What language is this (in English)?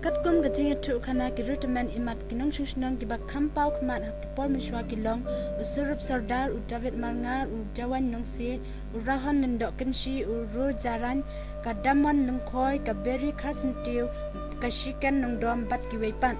Khasi